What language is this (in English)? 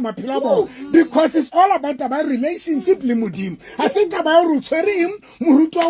Southern Sotho